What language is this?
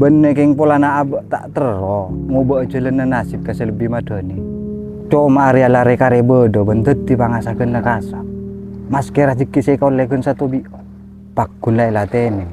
Madurese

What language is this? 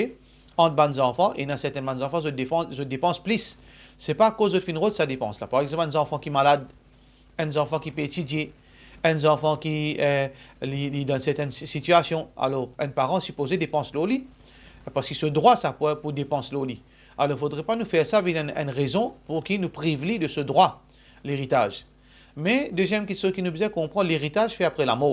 Morisyen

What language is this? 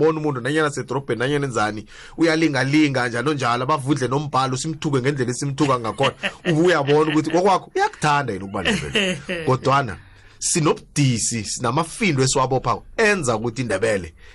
South Ndebele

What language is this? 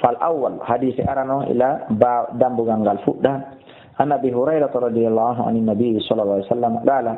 Fula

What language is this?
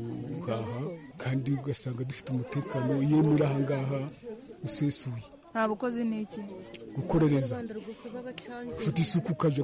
Kinyarwanda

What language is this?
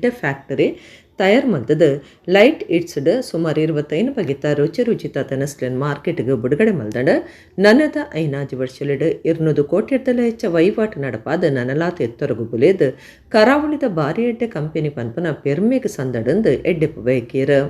Tulu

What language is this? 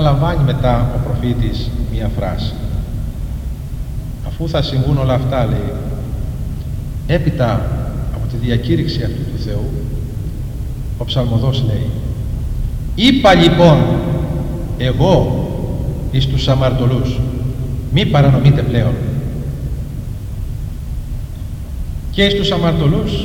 Greek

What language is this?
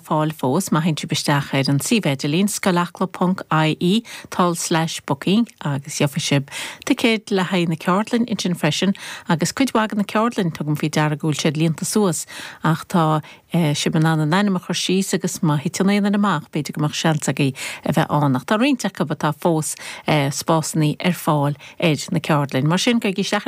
Irish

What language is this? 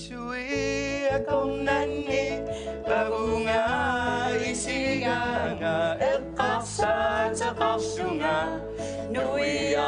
Kalaallisut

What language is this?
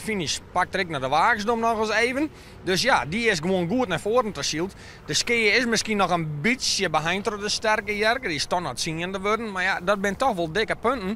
Western Frisian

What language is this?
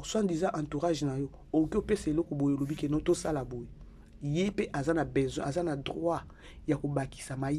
Lingala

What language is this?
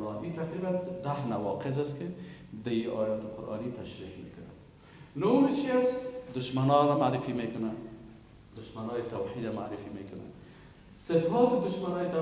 Persian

